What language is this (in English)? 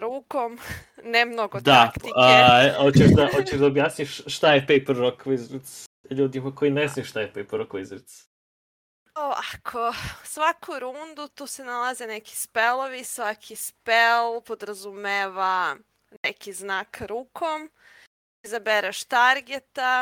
Serbian